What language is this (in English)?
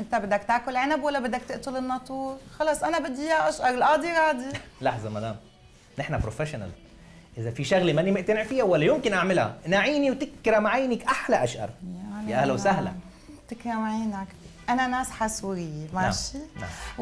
North Levantine Arabic